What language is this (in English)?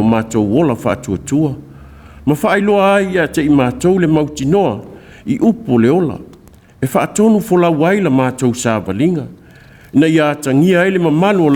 Samoan